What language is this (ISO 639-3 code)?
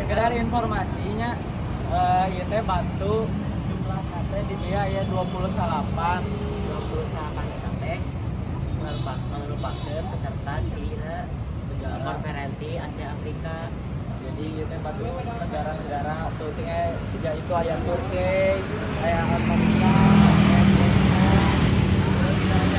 sun